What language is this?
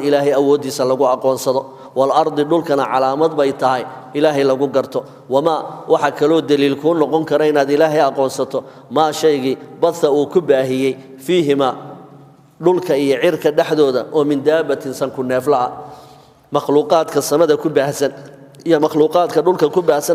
Somali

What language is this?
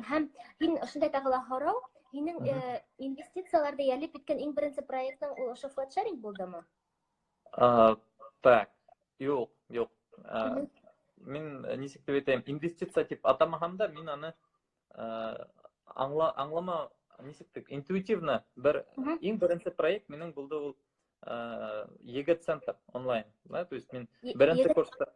Bashkir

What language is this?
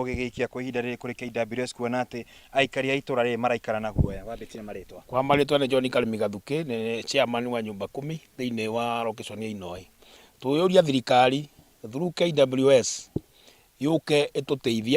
Kikuyu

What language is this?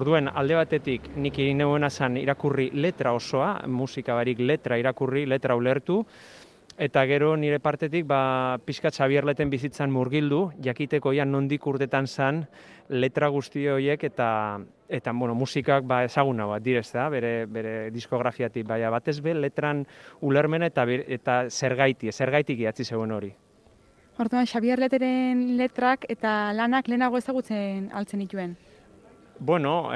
Basque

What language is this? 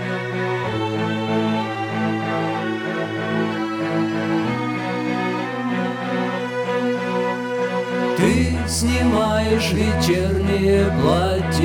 Russian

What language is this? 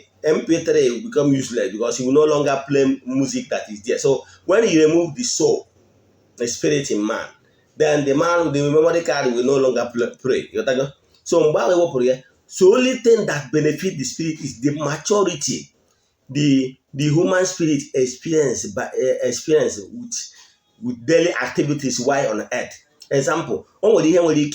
Igbo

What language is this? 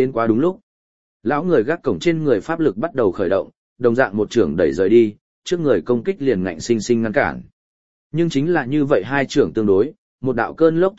Vietnamese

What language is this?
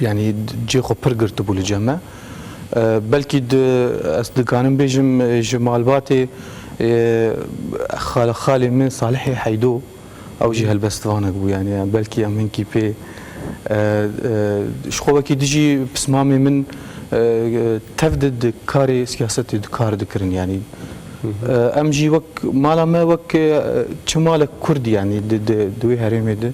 Kurdish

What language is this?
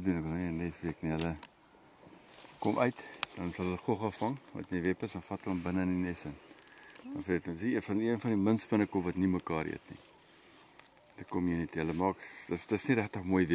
Afrikaans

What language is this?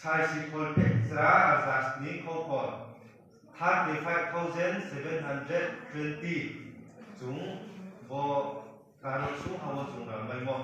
Riang (India)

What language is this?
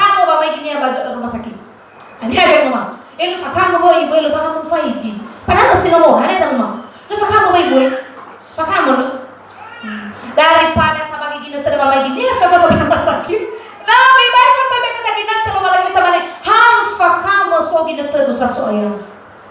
Nias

